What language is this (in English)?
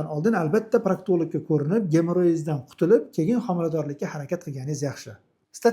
Uzbek